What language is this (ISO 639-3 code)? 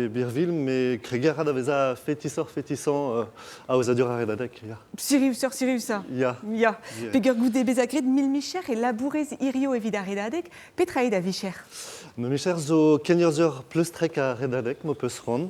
bre